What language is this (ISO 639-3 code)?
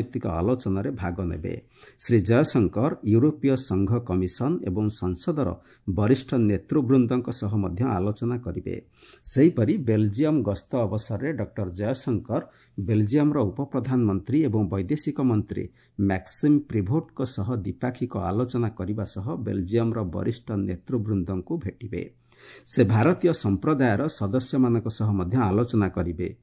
ori